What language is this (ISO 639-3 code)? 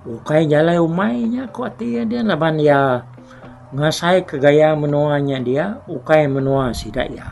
iba